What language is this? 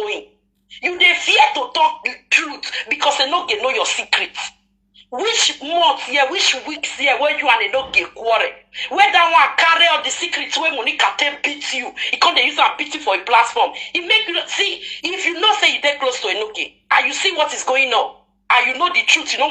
Nigerian Pidgin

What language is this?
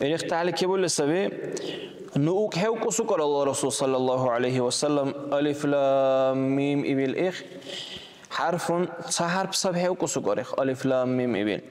Dargwa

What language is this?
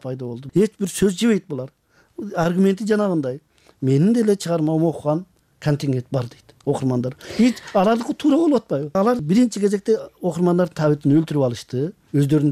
Kyrgyz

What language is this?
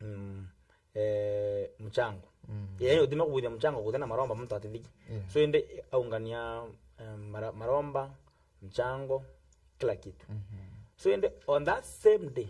Meru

